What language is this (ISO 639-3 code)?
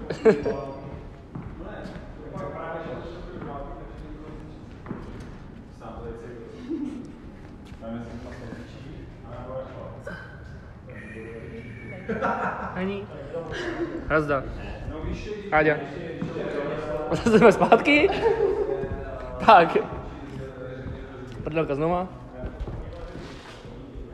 ces